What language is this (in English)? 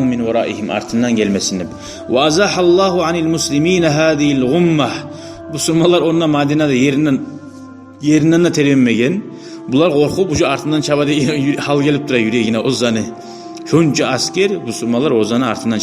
Kumyk